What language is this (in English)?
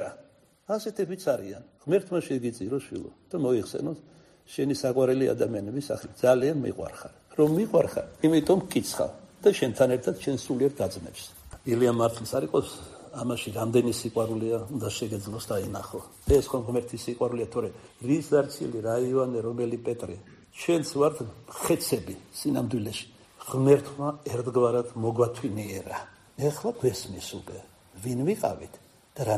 Georgian